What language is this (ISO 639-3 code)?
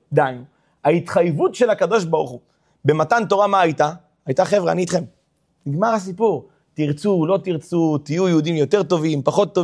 heb